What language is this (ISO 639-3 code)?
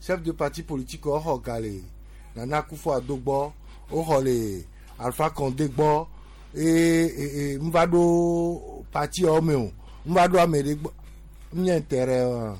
gej